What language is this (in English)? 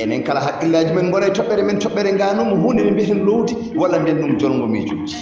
Fula